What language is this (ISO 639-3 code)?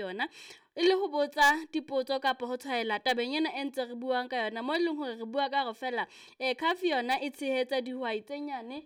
sot